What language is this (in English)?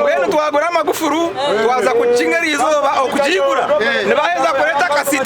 Nyankole